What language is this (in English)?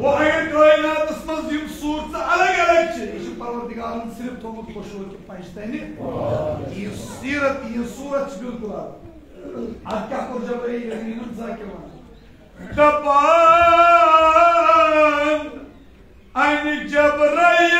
Kashmiri